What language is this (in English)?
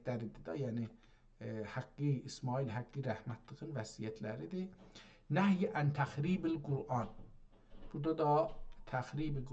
South Azerbaijani